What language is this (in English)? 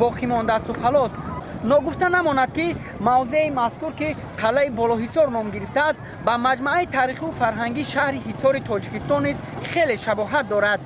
Tajik